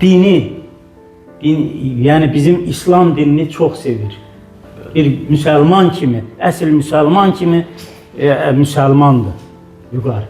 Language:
Azerbaijani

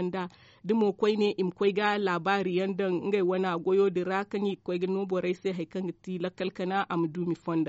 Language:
Zarma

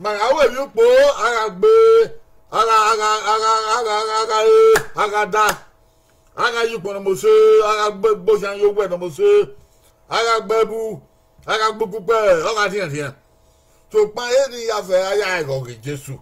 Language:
Bini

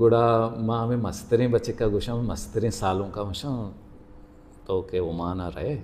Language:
Baluchi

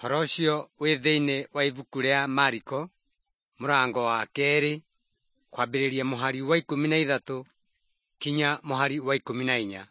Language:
Kikuyu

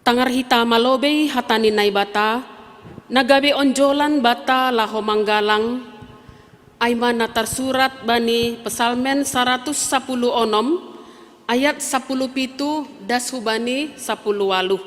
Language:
Batak Simalungun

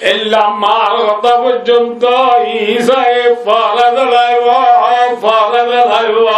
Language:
Rohingya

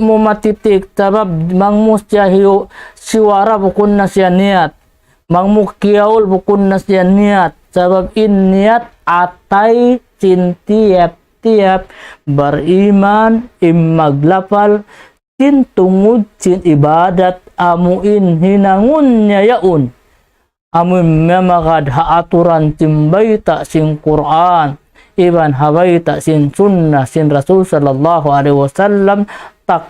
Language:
Tausug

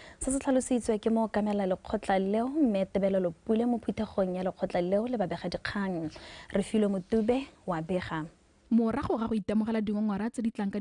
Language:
Tswana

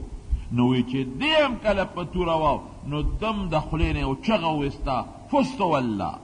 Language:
Pashto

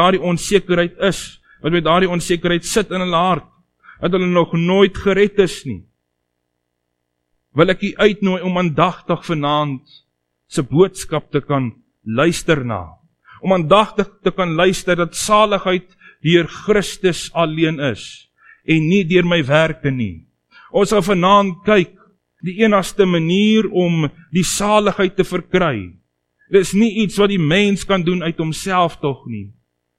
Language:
Afrikaans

